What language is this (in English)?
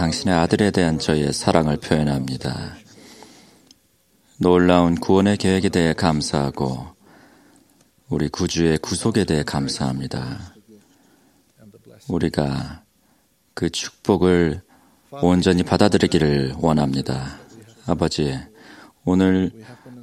Korean